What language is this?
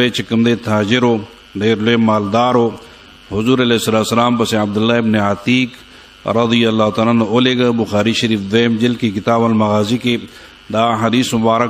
Pashto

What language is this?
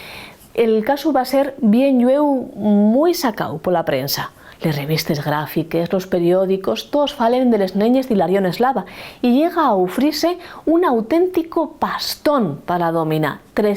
Asturian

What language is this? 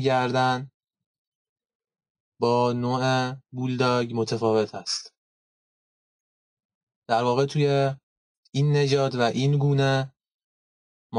Persian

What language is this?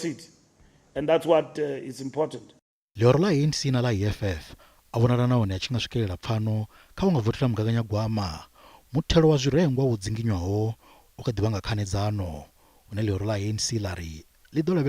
Venda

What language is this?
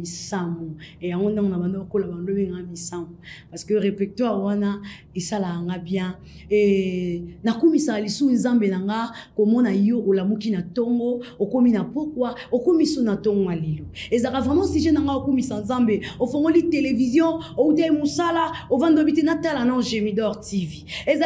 Lingala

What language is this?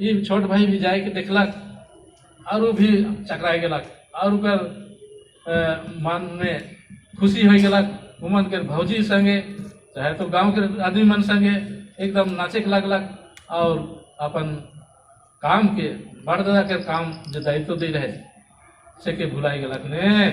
Sadri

